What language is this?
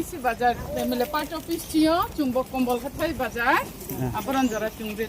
Riang (India)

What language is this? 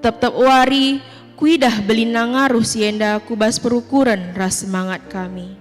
Batak Karo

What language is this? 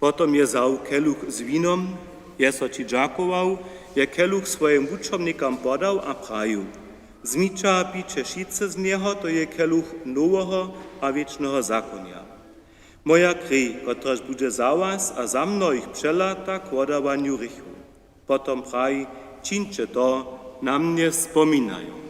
Upper Sorbian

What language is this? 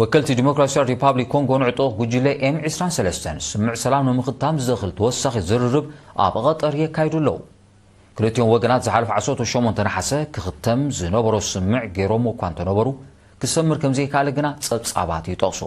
Tigrinya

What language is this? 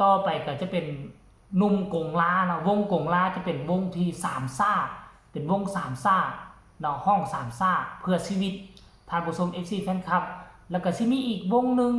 Lao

